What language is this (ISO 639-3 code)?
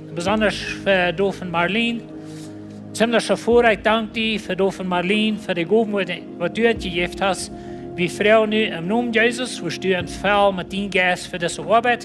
pdt